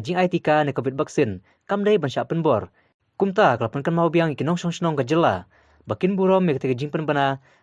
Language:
Khasi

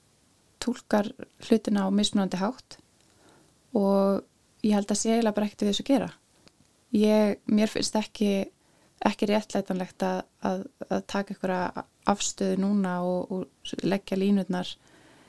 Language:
Icelandic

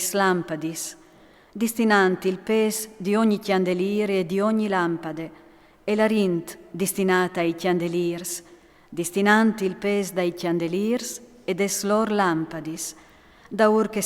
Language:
Friulian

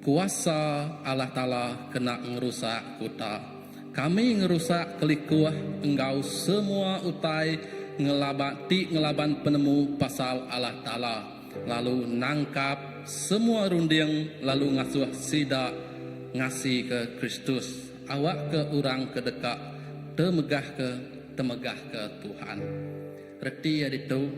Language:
Iban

